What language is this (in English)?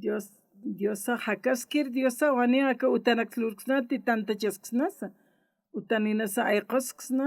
Aymara